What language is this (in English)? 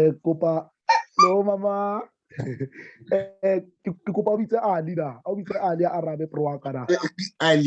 Southern Sotho